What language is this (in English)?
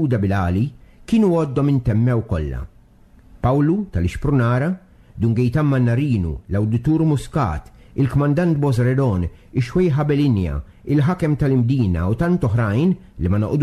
Maltese